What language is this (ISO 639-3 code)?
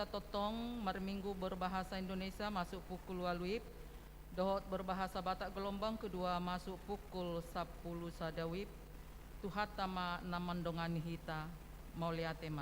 bbc